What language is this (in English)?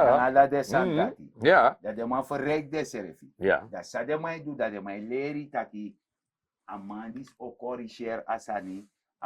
Sranan Tongo